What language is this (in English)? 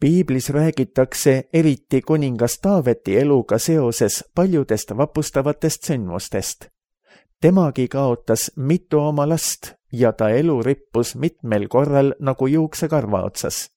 Estonian